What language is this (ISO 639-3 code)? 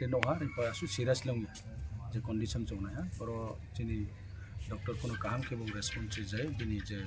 trp